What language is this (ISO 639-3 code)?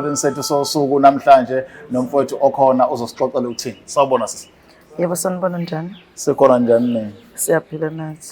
zul